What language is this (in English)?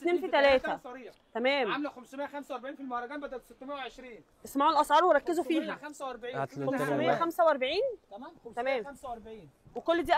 Egyptian Arabic